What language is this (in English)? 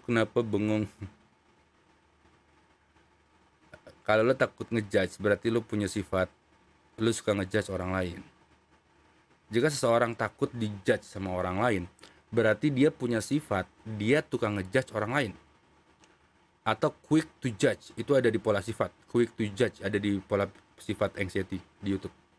Indonesian